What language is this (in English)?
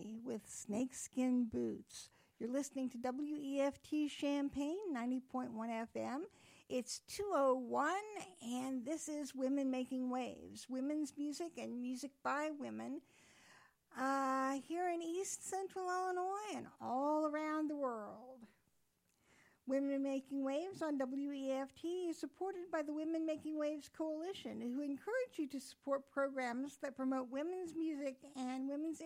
English